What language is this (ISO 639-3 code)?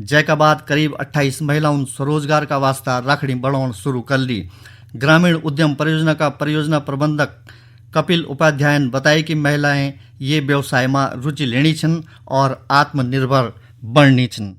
gbm